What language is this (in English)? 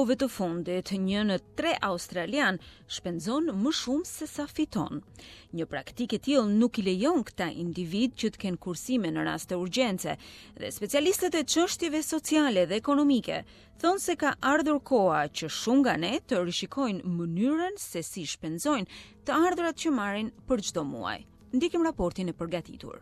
Albanian